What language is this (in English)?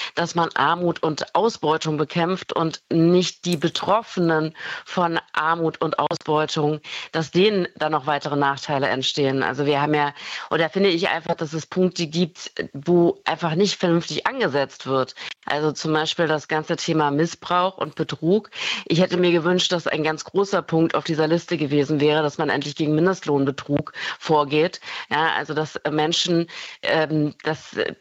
German